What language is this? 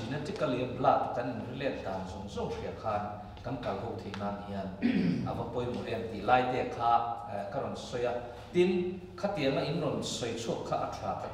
Mizo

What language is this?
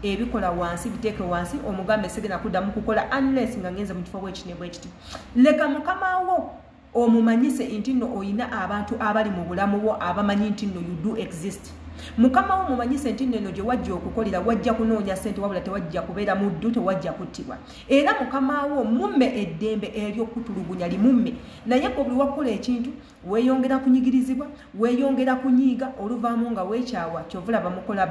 Ganda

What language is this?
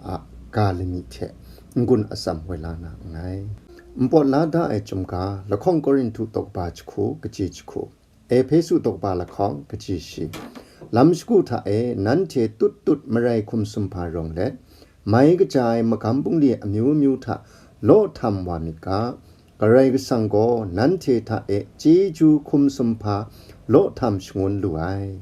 Kachin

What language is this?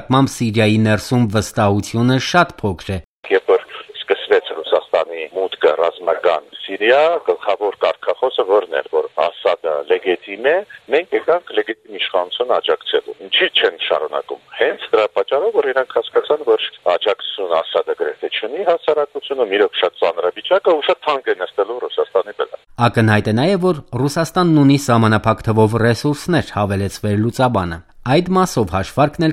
Armenian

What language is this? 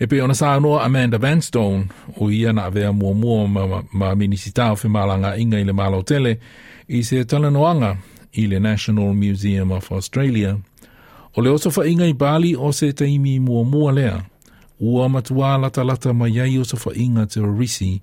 Samoan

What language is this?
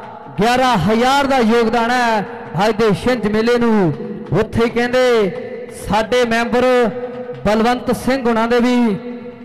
Punjabi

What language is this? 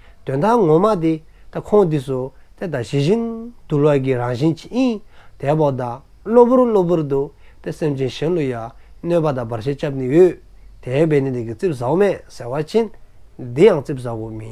Dzongkha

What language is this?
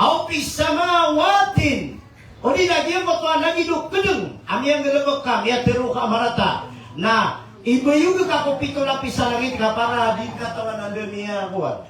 Maranao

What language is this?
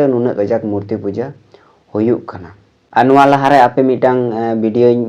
Santali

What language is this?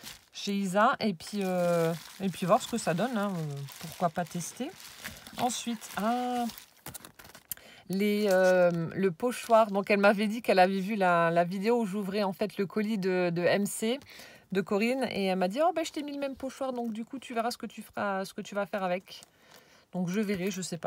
French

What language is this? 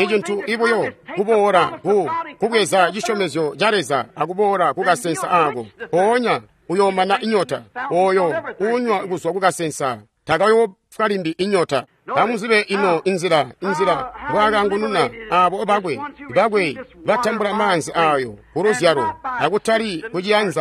Tonga (Zambia)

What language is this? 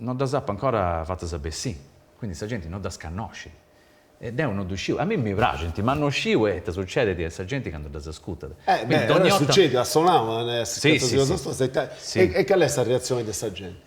Sardinian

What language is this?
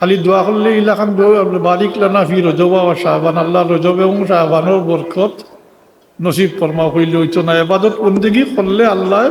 Sylheti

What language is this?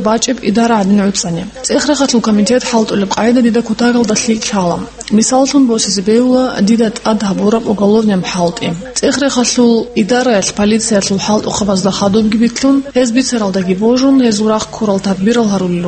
Avaric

